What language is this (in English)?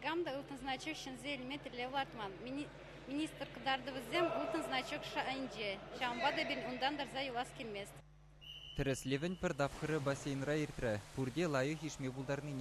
Chuvash